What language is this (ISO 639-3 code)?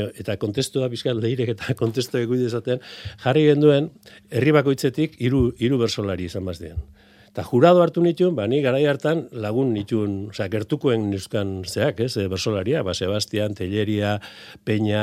eus